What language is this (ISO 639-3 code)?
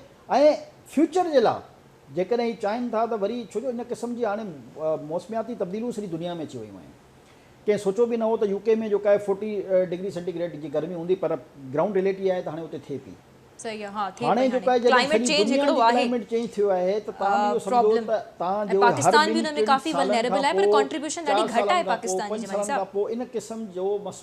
snd